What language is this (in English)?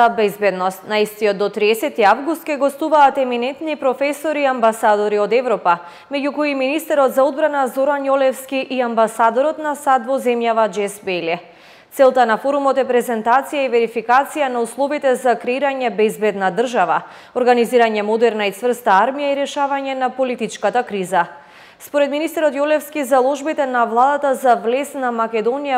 Macedonian